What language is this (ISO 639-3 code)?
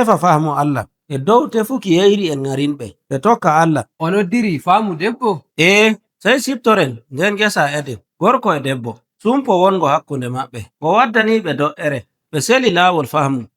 fuv